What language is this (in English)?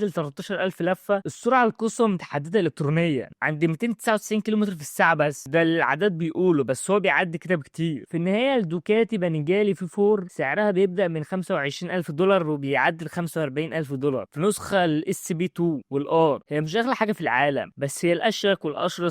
Egyptian Arabic